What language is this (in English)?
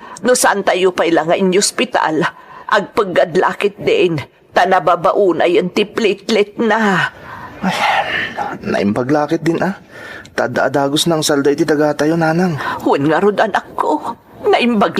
Iloko